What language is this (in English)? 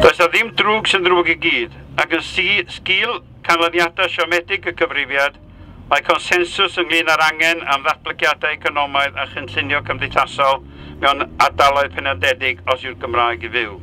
Welsh